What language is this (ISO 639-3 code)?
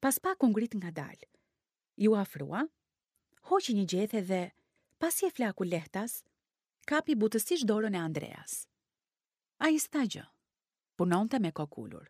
sqi